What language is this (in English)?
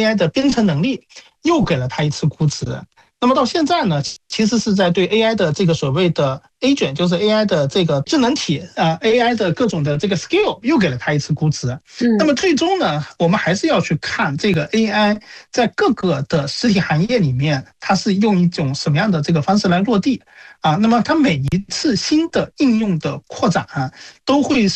Chinese